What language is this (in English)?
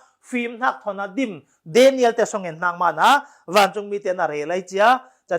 Falam Chin